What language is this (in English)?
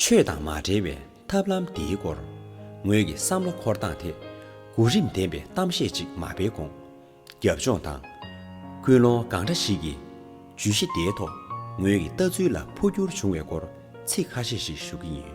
Tibetan